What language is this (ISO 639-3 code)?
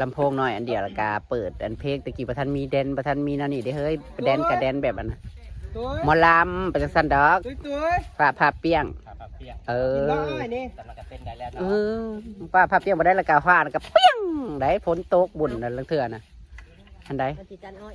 tts